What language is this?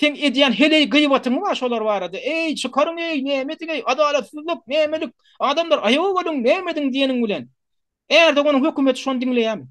Turkmen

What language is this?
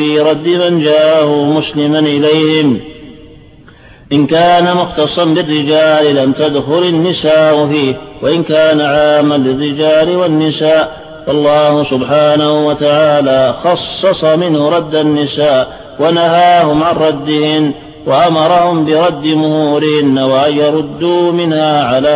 Arabic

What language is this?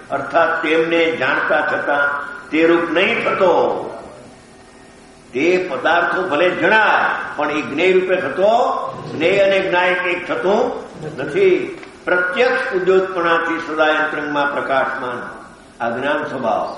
Gujarati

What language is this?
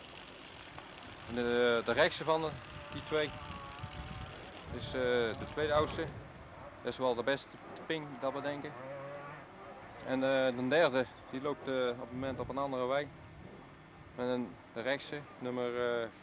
Dutch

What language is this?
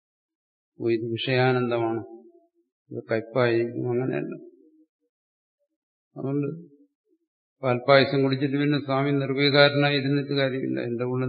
Malayalam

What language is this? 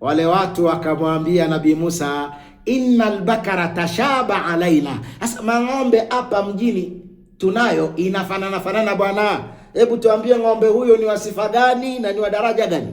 Swahili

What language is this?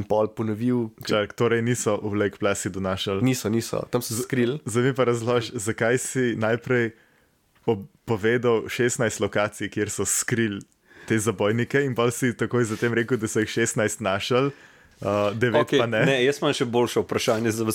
Slovenian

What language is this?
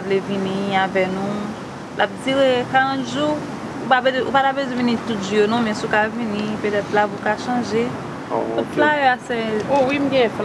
Haitian Creole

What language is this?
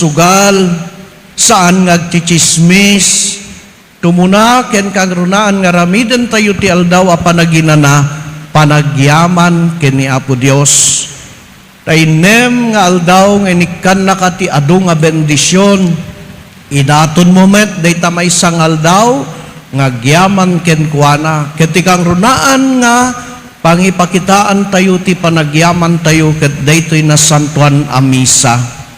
Iloko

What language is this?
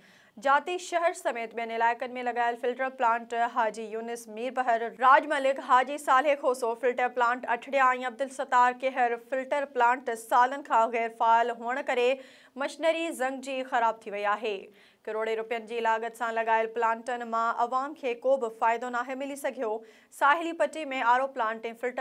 Sindhi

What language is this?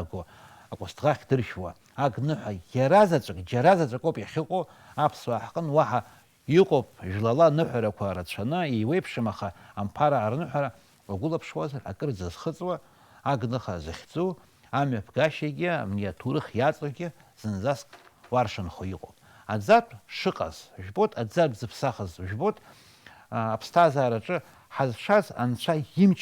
Abkhazian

